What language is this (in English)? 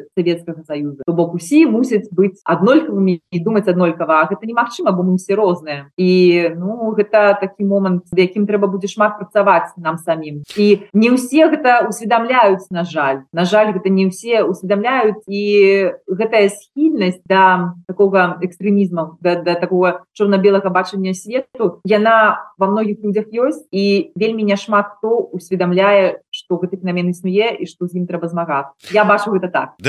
Belarusian